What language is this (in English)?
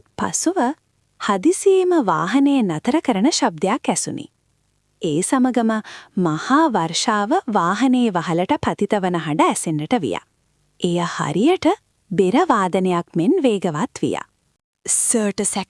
Sinhala